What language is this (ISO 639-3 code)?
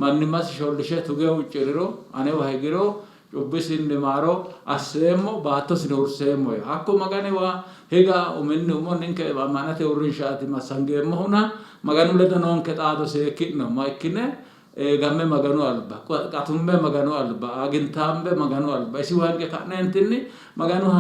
sid